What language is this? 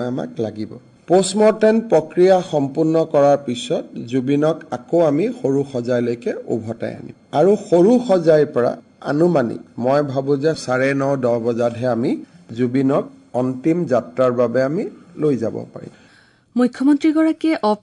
Assamese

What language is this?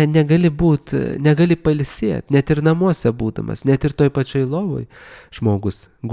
Lithuanian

